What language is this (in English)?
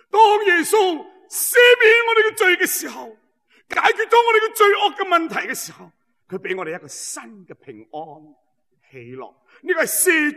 Cantonese